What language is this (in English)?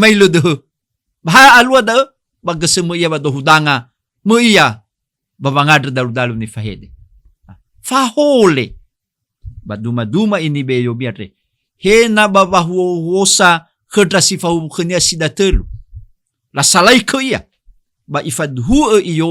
Nias